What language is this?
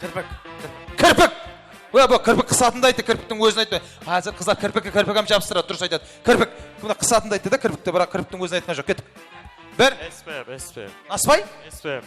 Kara-Kalpak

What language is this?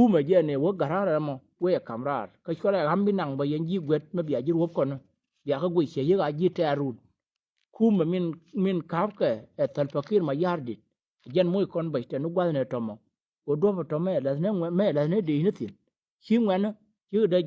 Nuer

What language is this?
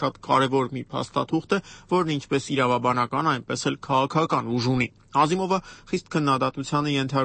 Armenian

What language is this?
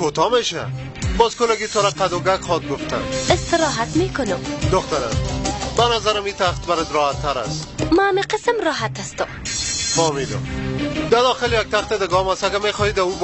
Persian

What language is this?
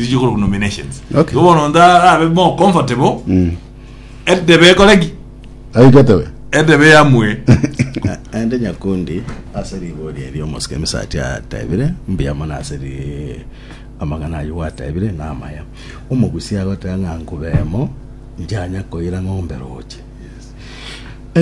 Gusii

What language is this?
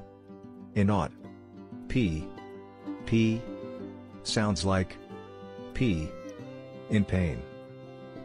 Tswana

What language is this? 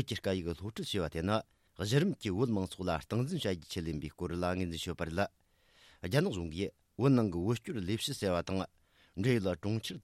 Tibetan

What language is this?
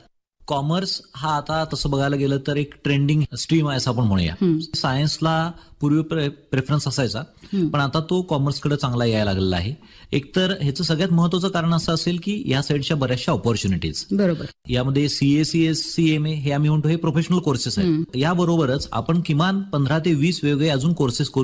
Marathi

